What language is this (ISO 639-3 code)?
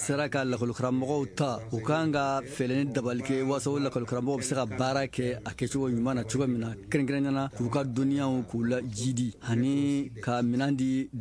bam